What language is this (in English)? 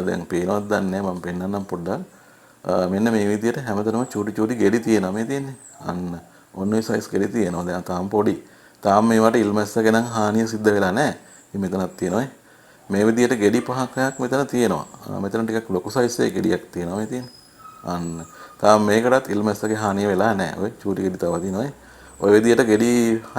Sinhala